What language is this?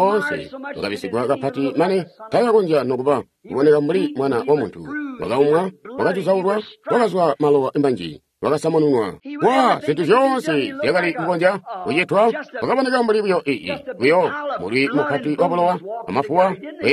Tonga (Zambia)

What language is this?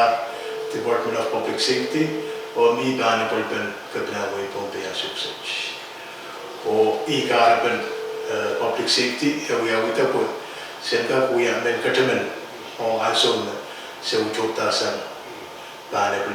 Pohnpeian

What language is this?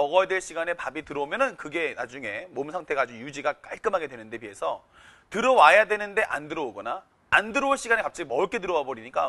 Korean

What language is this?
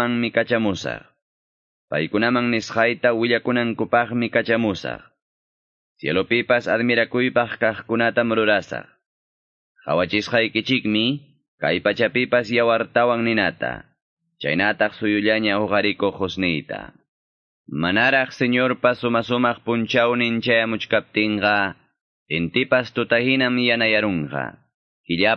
Quechua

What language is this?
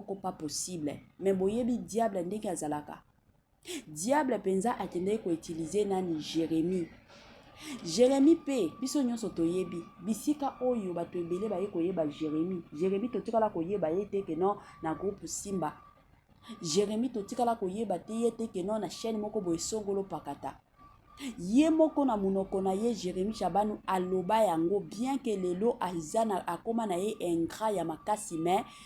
Lingala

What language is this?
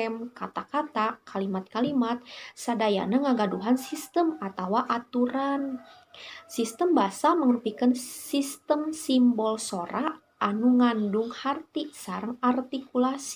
Sundanese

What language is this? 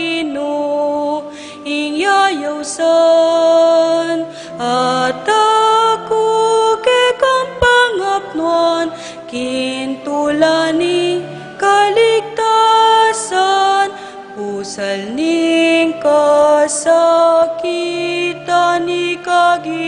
Pampanga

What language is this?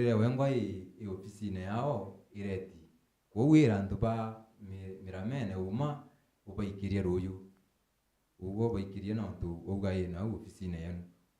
Meru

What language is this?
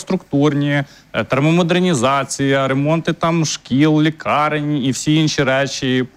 Ukrainian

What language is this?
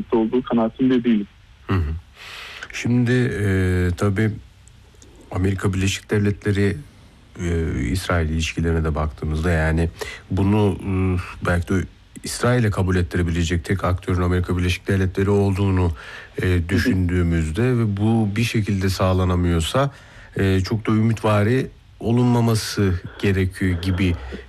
Turkish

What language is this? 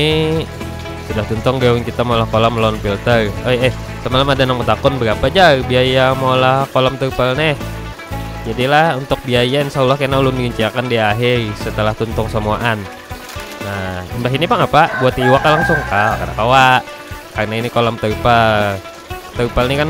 Banjar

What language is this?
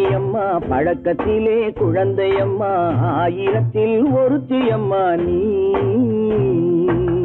Tamil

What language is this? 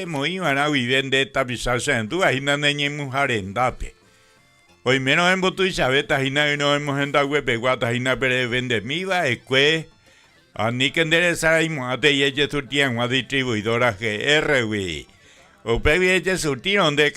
Guarani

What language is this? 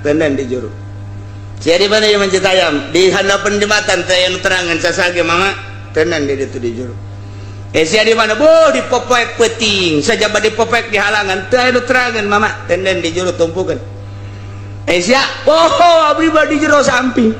Sundanese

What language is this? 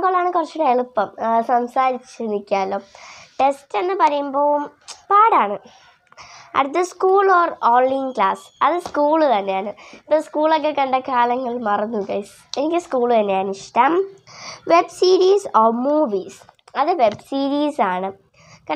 Malayalam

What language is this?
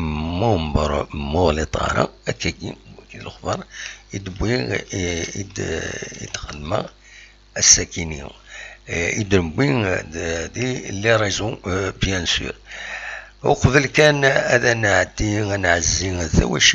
Kabyle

